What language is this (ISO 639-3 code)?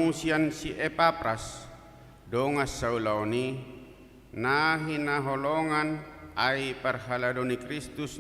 bbc